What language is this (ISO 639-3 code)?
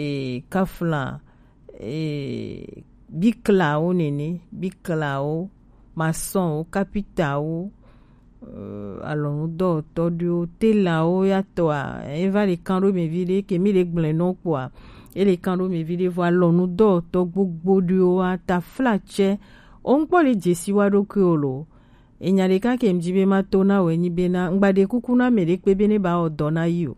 gej